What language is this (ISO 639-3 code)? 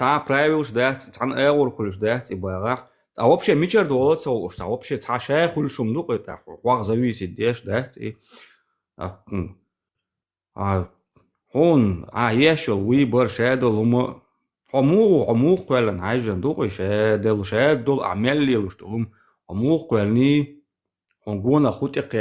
che